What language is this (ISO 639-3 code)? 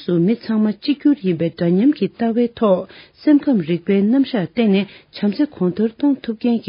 bod